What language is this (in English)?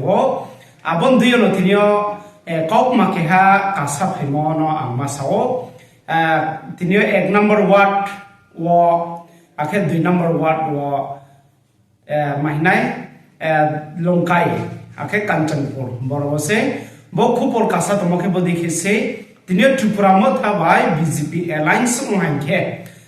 Riang (India)